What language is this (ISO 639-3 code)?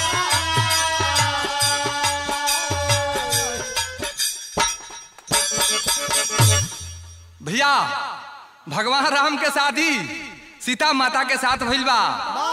bho